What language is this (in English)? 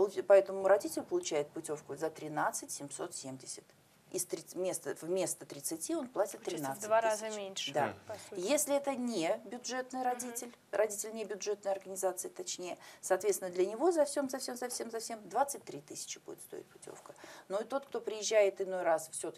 Russian